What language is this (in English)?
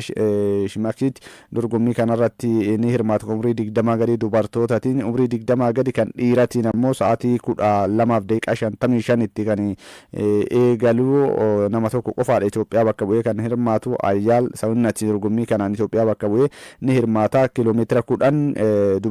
Oromo